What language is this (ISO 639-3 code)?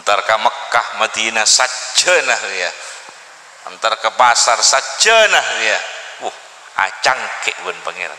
mad